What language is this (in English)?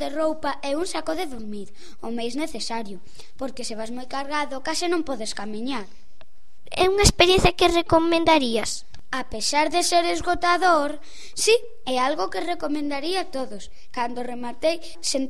Galician